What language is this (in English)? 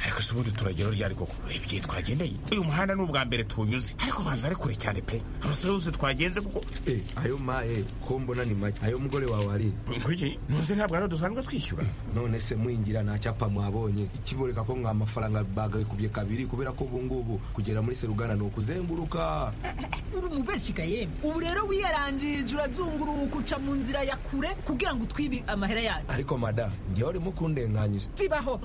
Kinyarwanda